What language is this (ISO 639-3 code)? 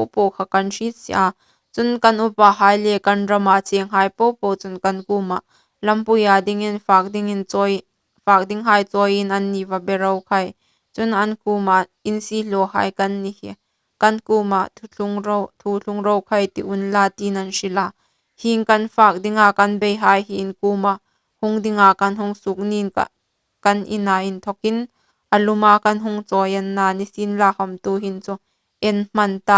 hmr